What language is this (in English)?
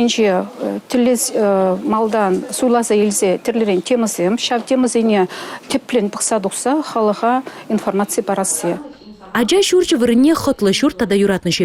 Chuvash